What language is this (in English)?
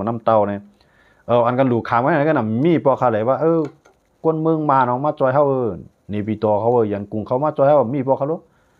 Shan